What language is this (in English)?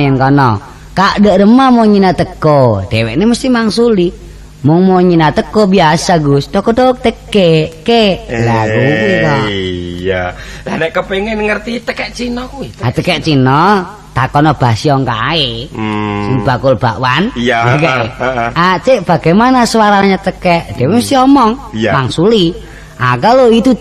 Javanese